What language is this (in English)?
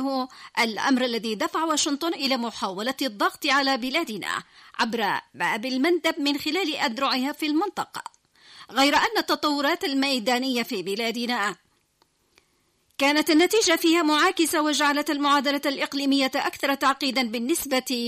Arabic